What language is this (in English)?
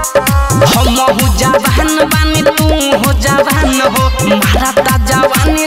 Bhojpuri